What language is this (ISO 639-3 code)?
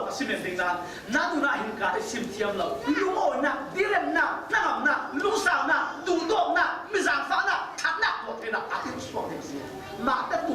cfm